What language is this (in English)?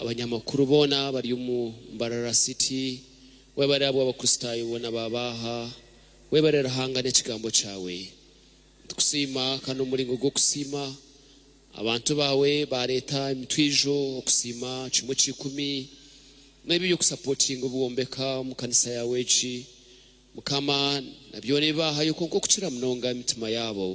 Nyankole